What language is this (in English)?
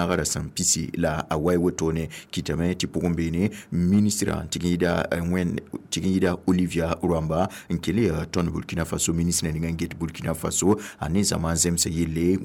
Mossi